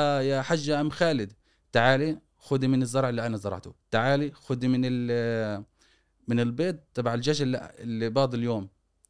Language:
Gulf Arabic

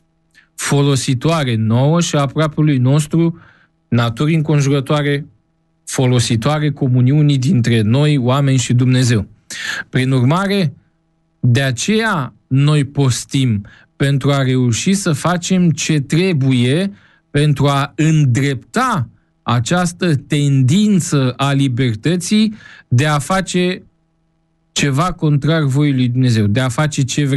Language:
Romanian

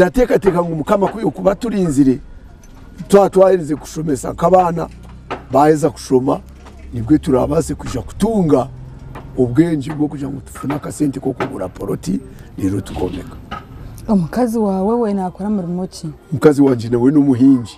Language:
Nyankole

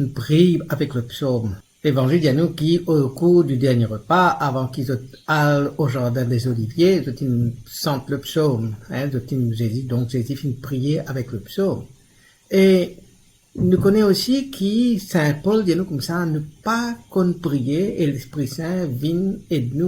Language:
Morisyen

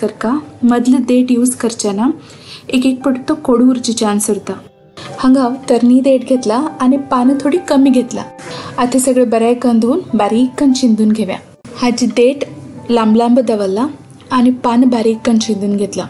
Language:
Konkani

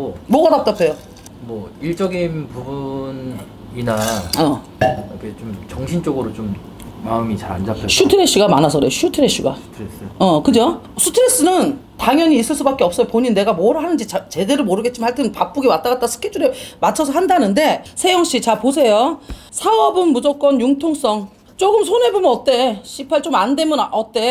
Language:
Korean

